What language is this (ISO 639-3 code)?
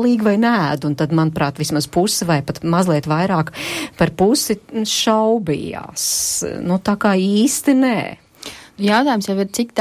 lav